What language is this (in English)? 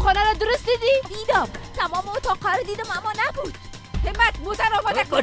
Persian